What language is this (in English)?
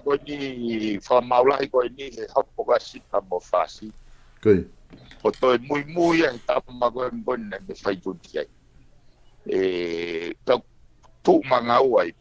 Tongan